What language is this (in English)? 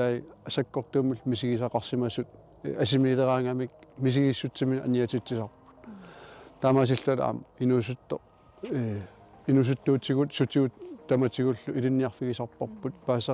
Kalaallisut